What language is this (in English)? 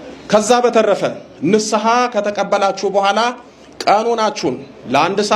Amharic